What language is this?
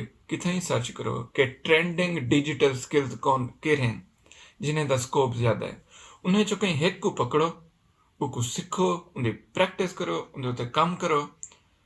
Saraiki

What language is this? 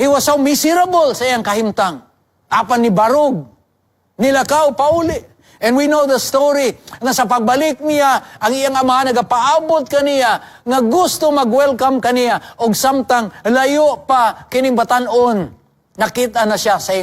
Cebuano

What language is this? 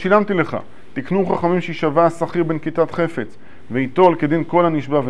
Hebrew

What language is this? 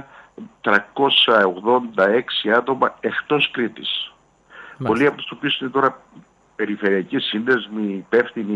Greek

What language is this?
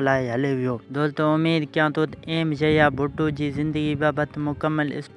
Sindhi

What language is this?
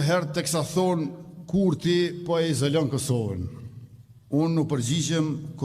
Albanian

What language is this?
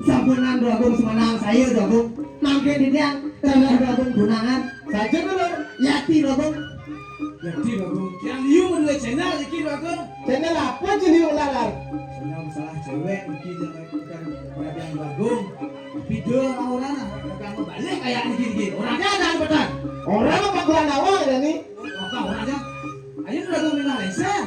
Balinese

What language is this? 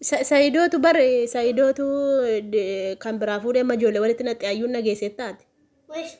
Oromo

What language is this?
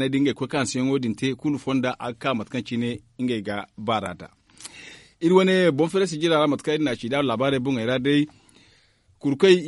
Zarma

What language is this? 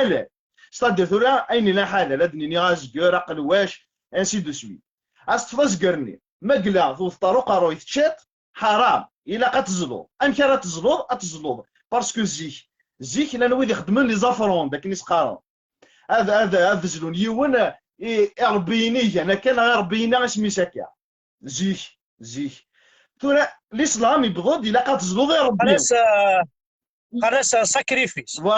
Kabyle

